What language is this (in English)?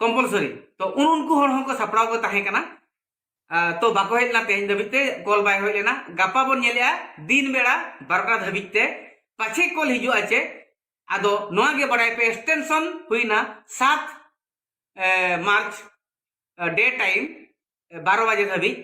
Santali